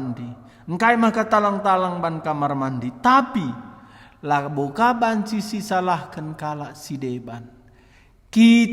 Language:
Batak Karo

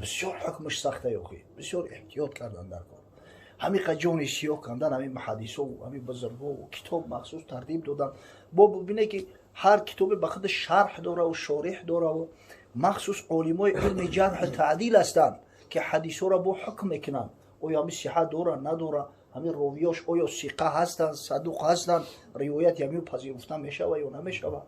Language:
Tajik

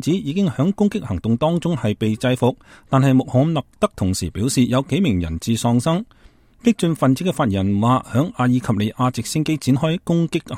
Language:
Cantonese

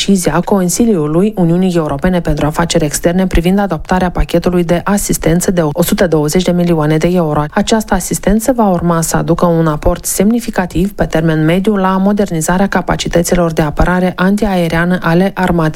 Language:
Romanian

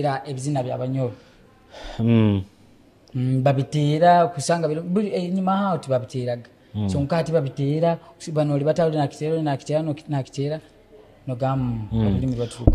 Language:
Nyoro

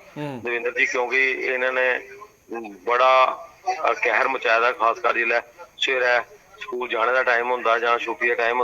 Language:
Dogri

